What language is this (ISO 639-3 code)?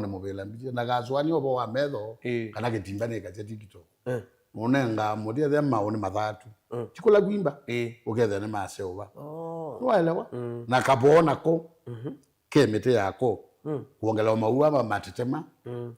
kam